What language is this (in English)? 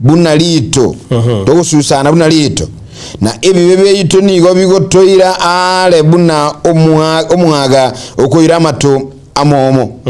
Gusii